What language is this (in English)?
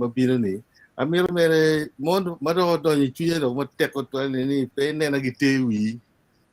Acoli